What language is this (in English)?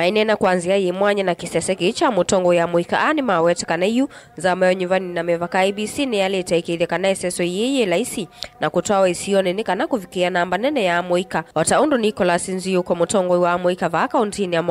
Kamba